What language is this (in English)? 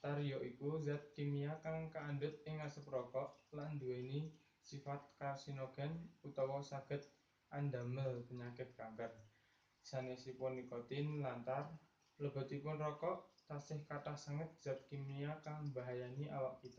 Javanese